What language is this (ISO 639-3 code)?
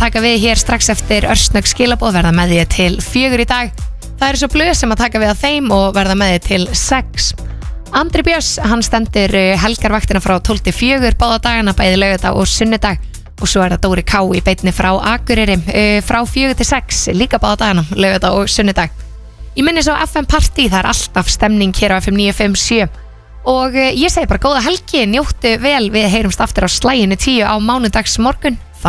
isl